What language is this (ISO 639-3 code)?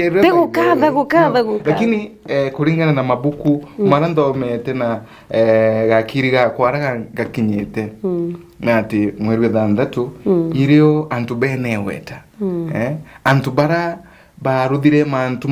mer